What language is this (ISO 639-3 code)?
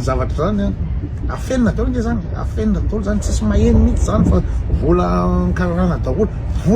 mlg